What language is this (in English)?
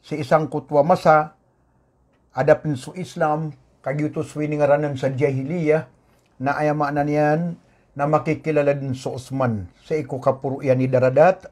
Maranao